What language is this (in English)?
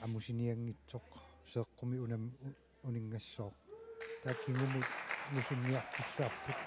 Kalaallisut